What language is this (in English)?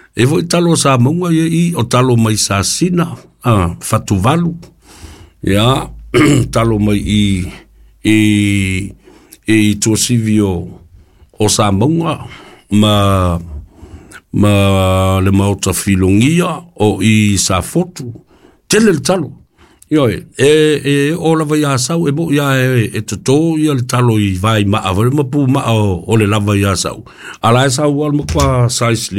Samoan